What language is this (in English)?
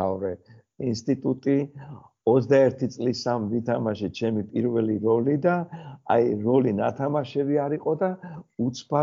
Georgian